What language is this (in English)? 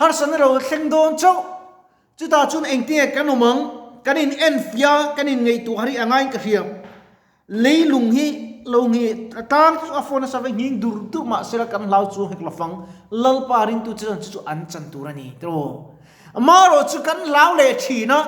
Mizo